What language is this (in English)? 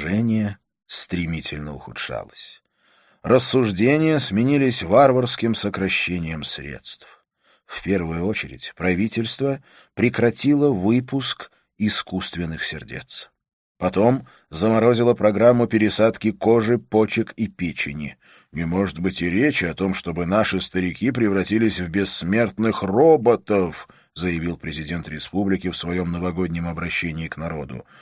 Russian